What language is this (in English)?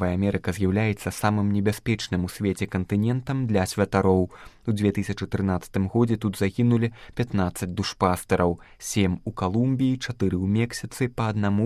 Belarusian